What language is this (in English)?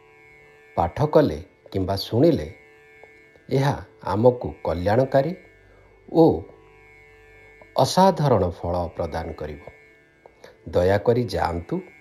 Odia